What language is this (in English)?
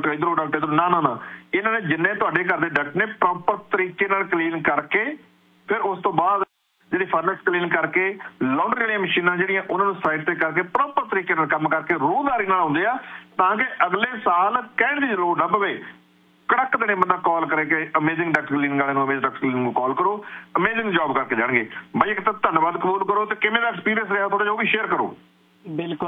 Punjabi